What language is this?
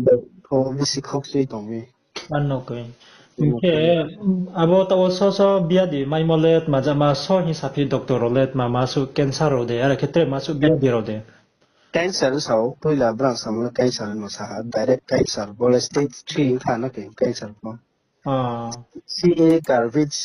Riang (India)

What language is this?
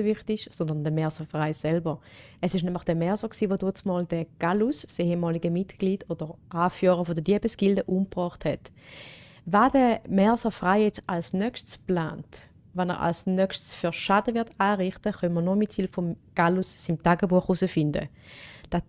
Swiss German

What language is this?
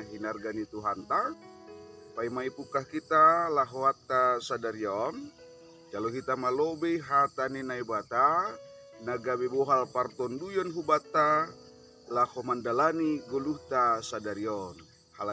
Batak Simalungun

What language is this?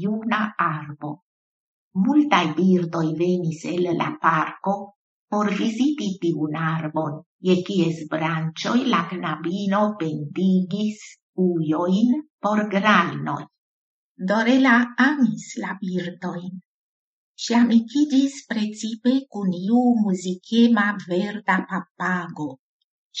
Esperanto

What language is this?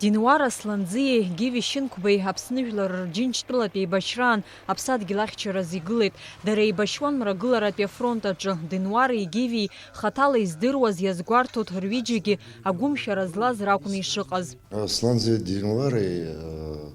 Abkhazian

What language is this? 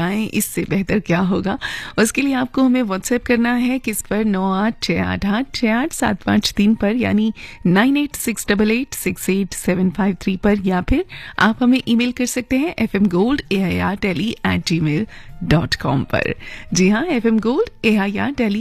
Hindi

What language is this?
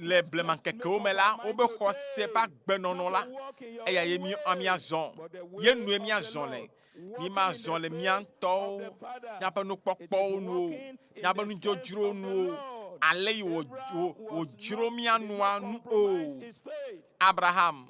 Ewe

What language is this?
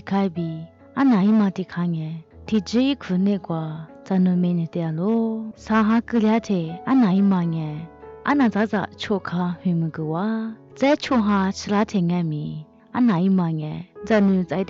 Lisu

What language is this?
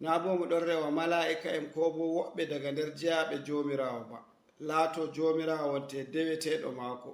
Fula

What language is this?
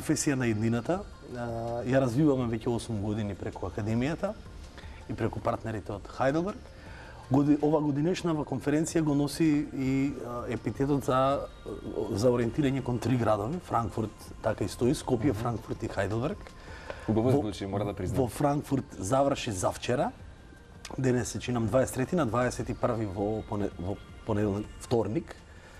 Macedonian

